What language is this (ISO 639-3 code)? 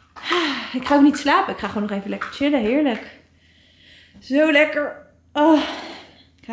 nld